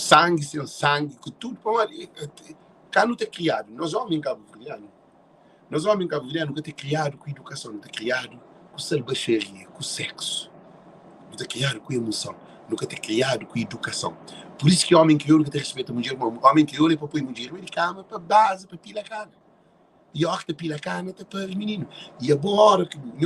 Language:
Kabuverdianu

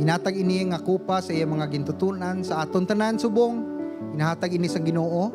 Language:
Hiligaynon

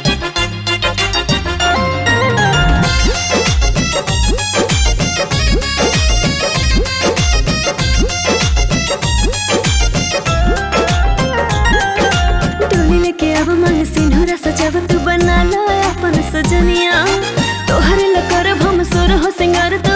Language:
Bhojpuri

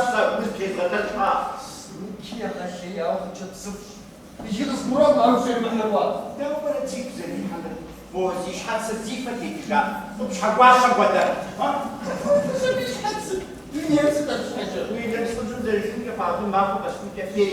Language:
Kabardian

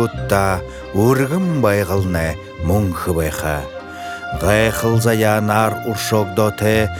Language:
Buriat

